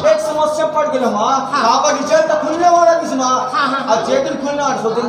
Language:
Chhattisgarhi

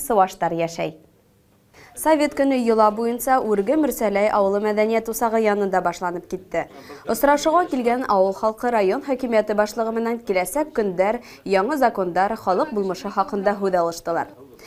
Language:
Bashkir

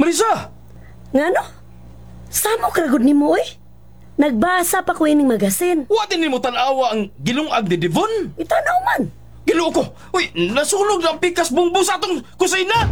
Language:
Cebuano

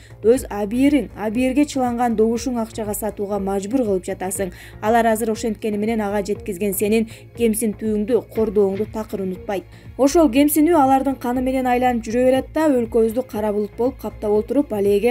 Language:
Kyrgyz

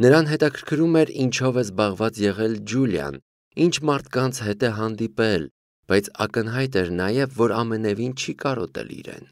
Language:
Armenian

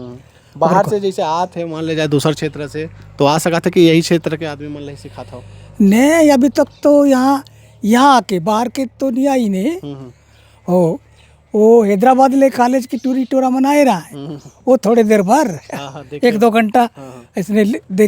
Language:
Chhattisgarhi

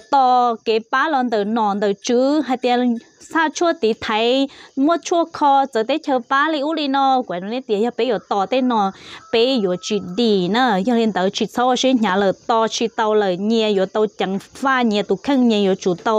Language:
Vietnamese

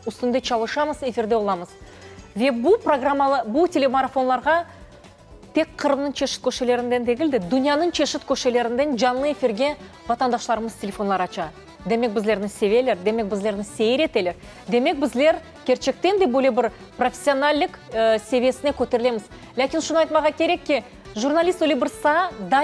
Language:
Crimean Tatar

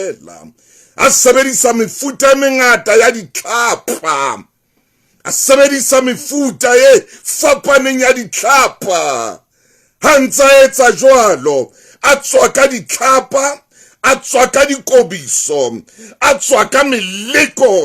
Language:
Southern Sotho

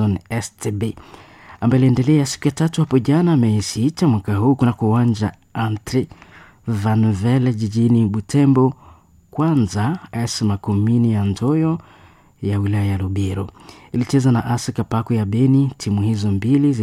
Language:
Swahili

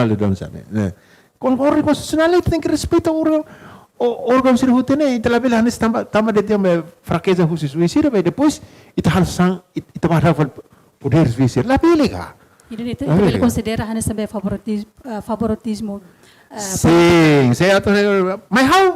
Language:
Tetum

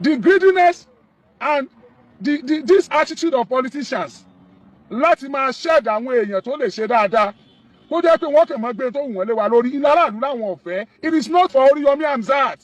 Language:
Yoruba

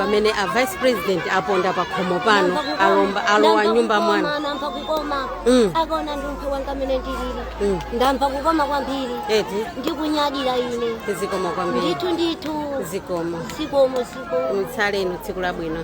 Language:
Nyanja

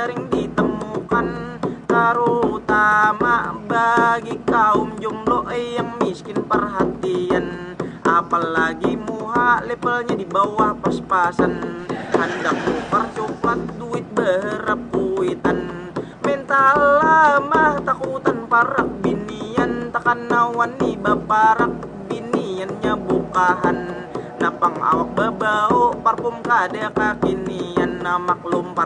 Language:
Banjar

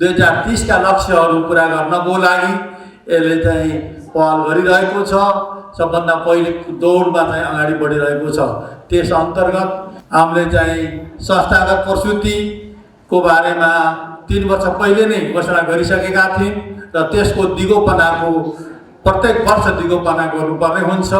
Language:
Nepali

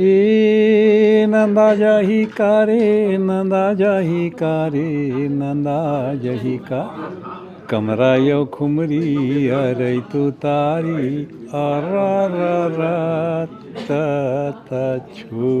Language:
Chhattisgarhi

